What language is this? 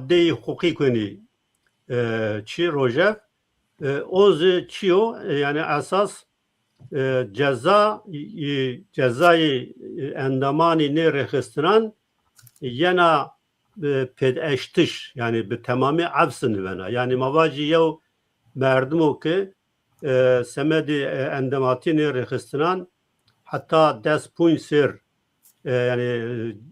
Zaza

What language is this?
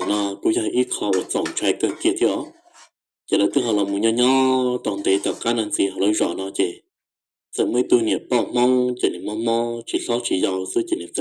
Hmong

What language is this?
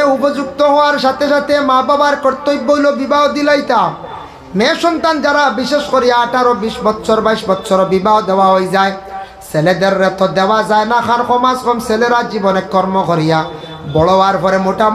Sylheti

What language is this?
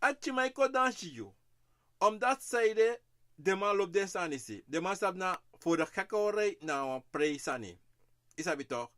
Sranan Tongo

